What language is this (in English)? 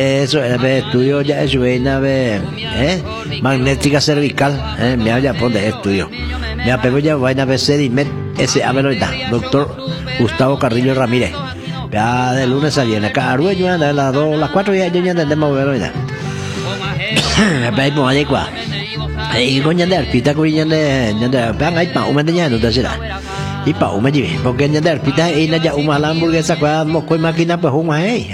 Spanish